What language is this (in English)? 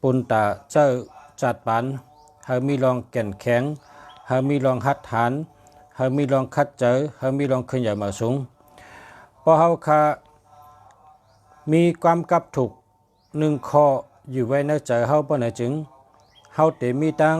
Shan